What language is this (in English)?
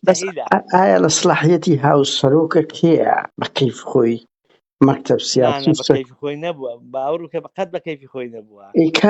Central Kurdish